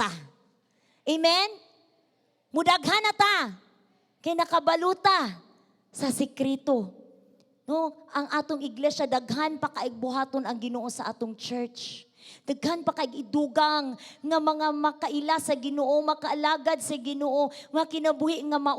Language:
Cebuano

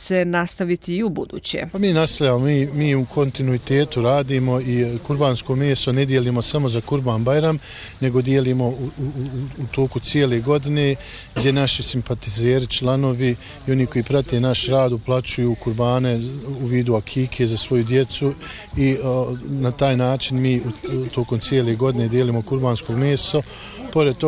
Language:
Bosnian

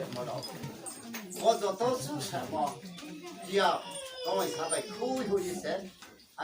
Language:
Riang (India)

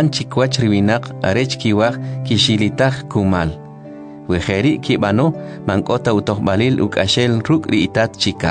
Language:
Kʼicheʼ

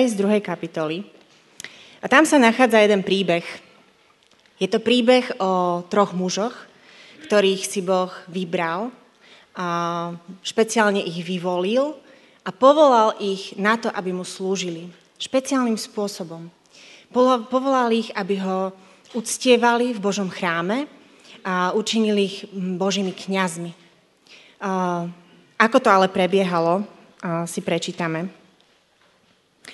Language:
Slovak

